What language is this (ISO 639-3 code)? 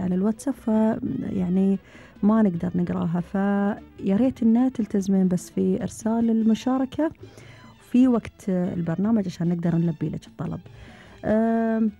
afb